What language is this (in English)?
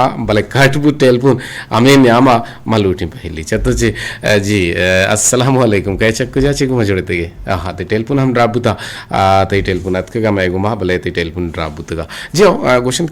Eastern Balochi